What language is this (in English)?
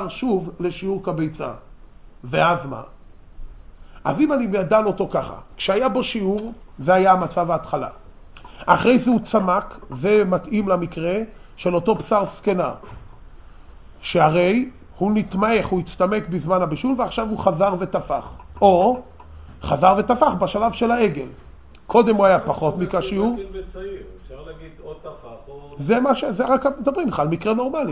Hebrew